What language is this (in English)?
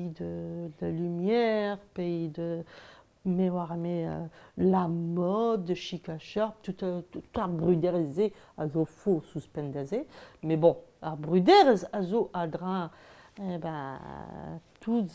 Breton